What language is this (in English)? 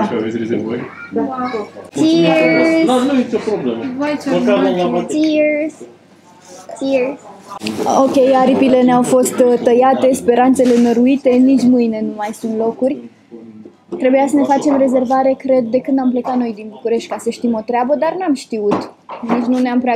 Romanian